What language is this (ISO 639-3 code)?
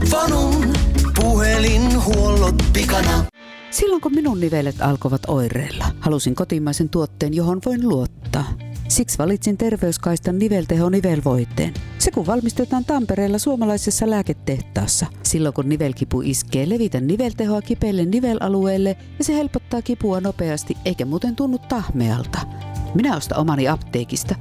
fin